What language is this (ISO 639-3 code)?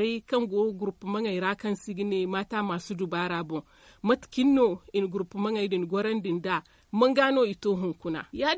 dje